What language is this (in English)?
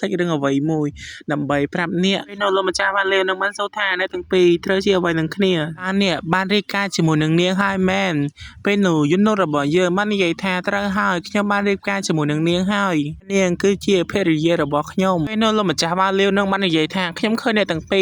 Khmer